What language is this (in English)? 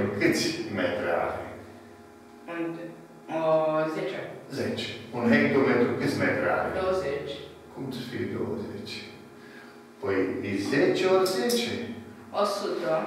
Romanian